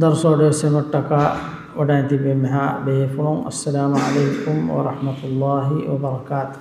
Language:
Divehi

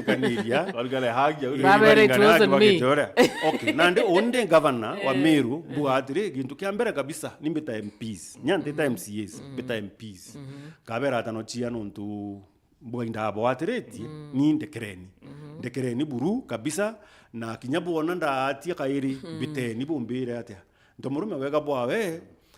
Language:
Meru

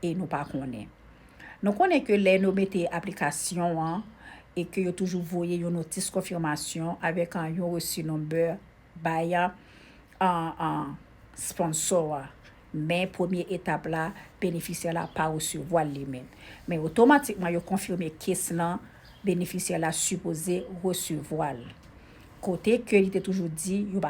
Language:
Haitian Creole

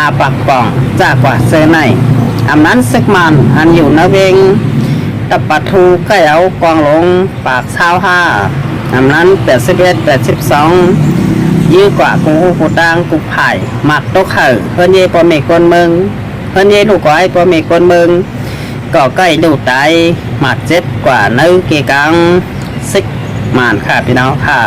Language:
Shan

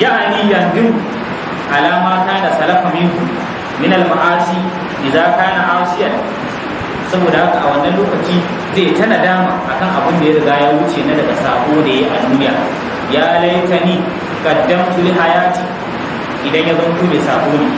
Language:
Hausa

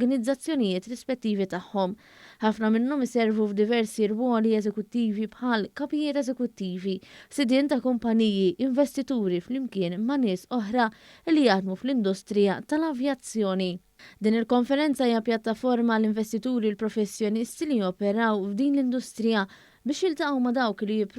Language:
Maltese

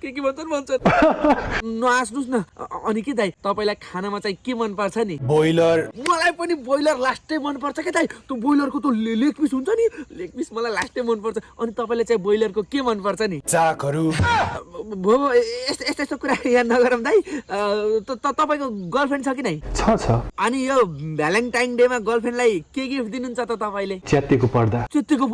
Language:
Nepali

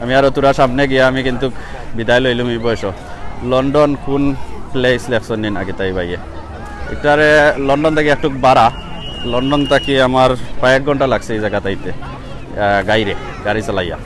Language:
Sylheti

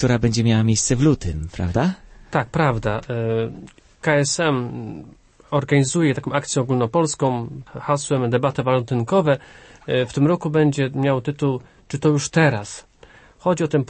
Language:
Polish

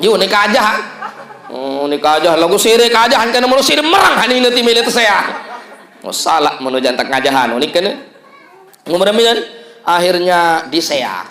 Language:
Sasak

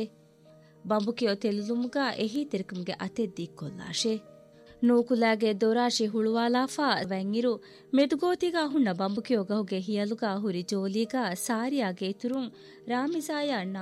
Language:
Divehi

